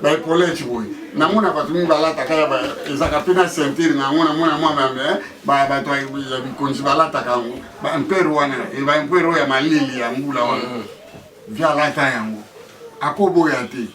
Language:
Lingala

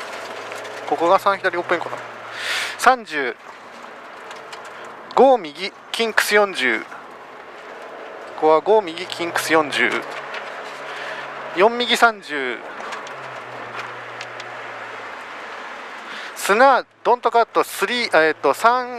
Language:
Japanese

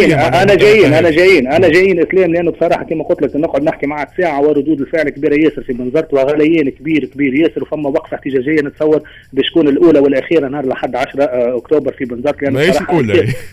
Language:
Tunisian Arabic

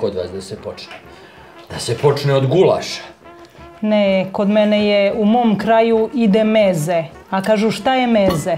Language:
Serbian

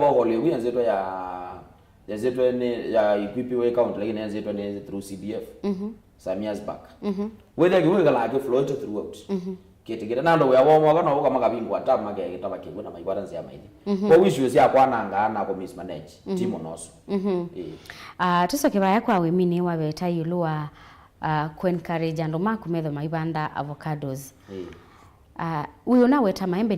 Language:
Kamba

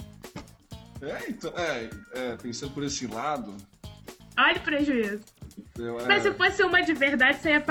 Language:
Portuguese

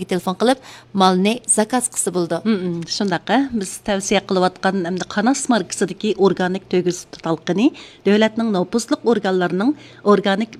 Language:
Uyghur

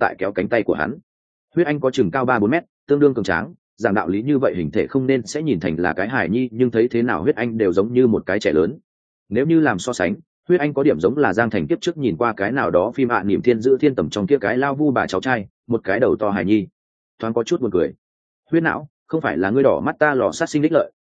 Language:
Vietnamese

